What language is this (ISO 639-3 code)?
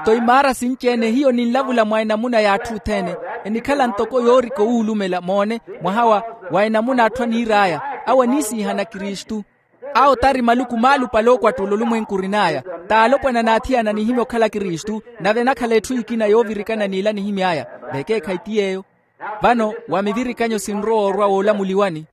vmw